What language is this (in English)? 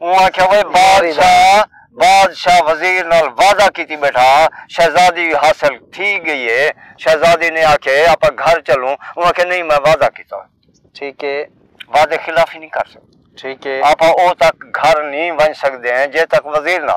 Saraiki